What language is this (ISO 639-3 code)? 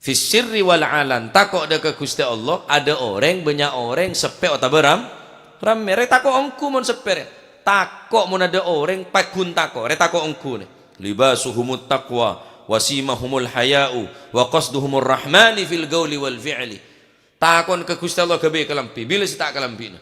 mad